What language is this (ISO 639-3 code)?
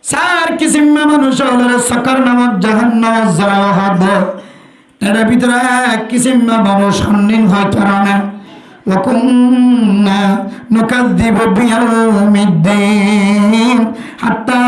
rhg